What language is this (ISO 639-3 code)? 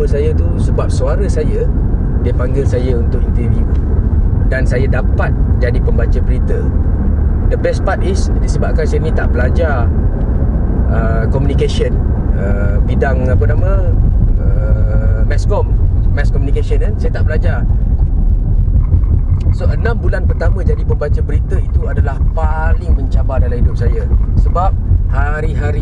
msa